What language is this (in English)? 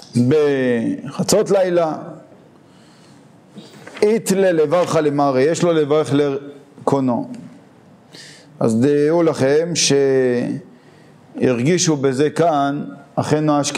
Hebrew